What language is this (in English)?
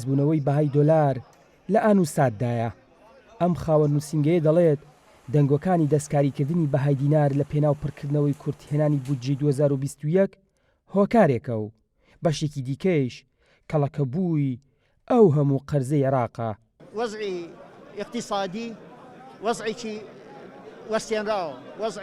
Central Kurdish